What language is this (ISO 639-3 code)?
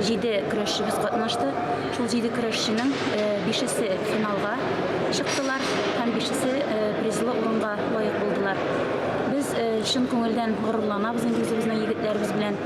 tat